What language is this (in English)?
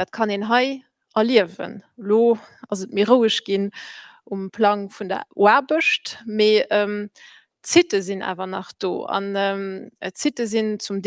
Luxembourgish